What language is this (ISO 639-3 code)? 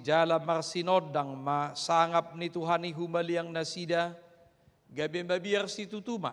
bbc